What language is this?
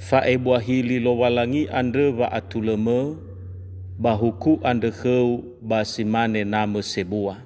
Nias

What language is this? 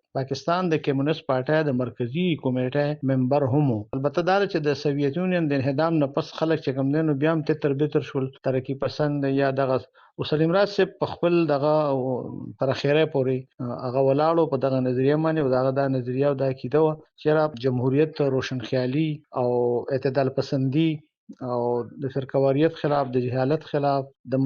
Pashto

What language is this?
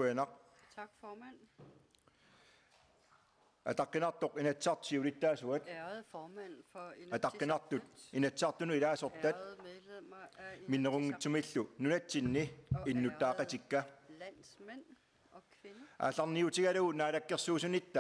Kalaallisut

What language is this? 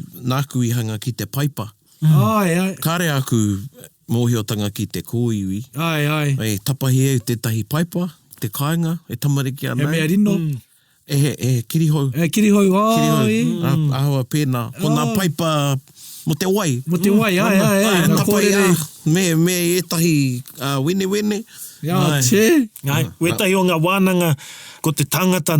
Māori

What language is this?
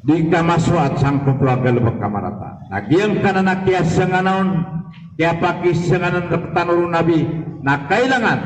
Maranao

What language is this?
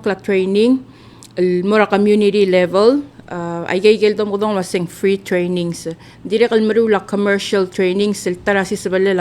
Palauan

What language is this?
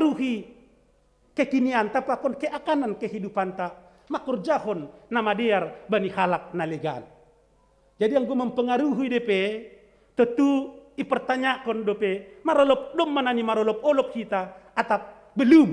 Batak Simalungun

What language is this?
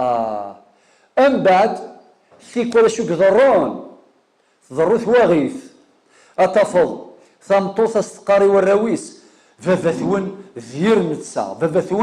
Kabyle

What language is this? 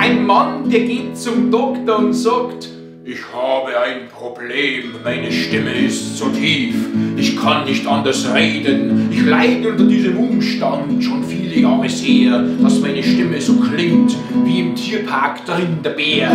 Bavarian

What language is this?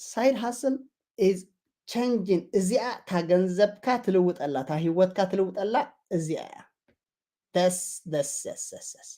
Tigrinya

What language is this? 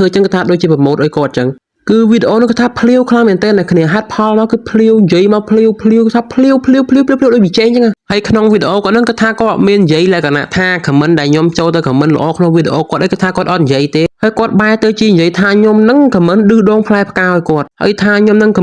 Khmer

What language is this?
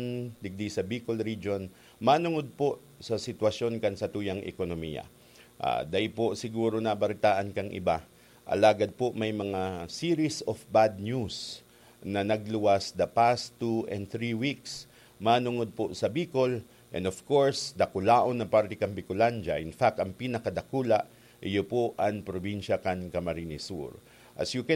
Bikol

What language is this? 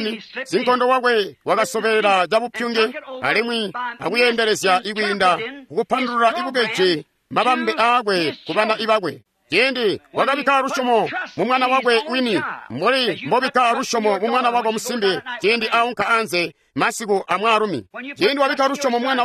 Tonga (Zambia)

